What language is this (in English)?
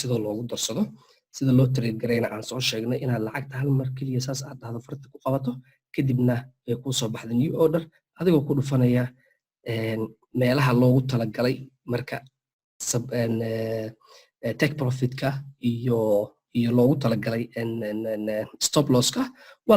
Somali